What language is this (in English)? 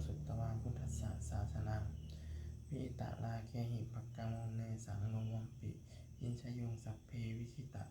Pali